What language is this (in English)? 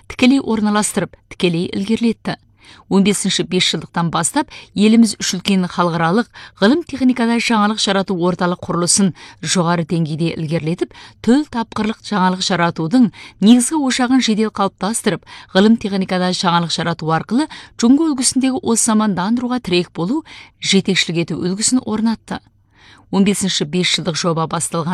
Kazakh